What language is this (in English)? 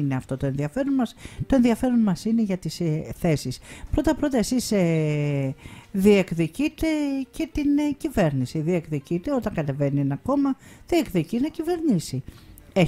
Greek